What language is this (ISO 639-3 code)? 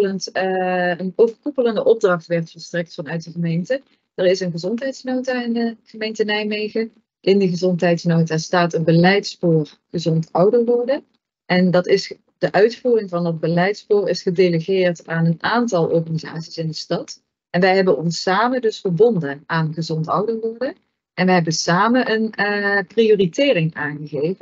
nld